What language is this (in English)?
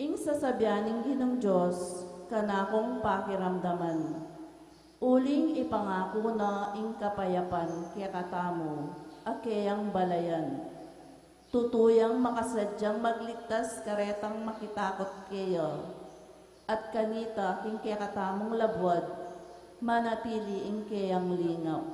Pampanga